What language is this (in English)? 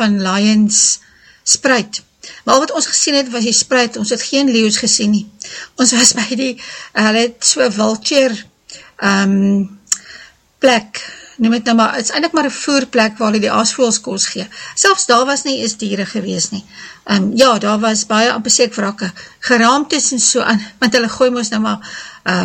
Afrikaans